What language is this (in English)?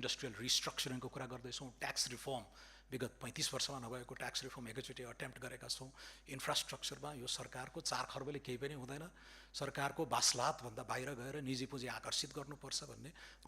Nepali